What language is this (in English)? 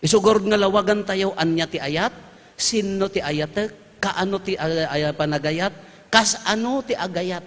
Iloko